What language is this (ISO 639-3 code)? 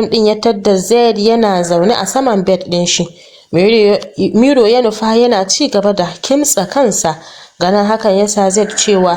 hau